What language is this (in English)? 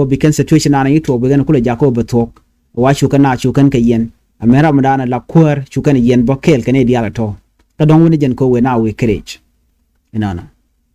Nuer